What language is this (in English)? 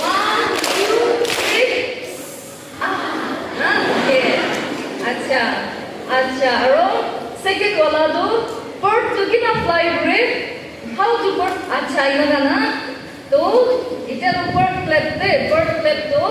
Naga Pidgin